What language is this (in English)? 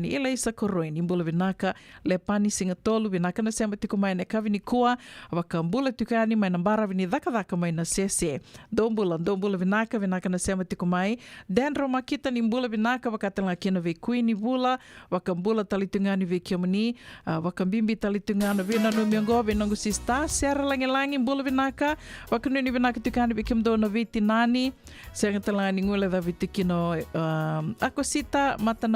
Fijian